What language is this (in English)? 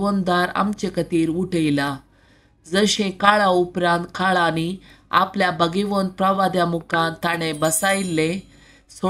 Konkani